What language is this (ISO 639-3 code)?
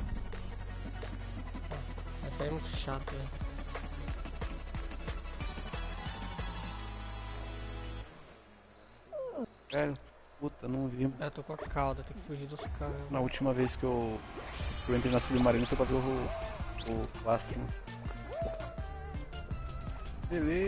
por